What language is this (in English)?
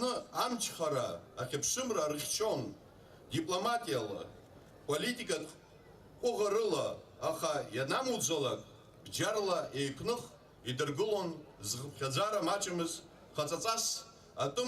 Abkhazian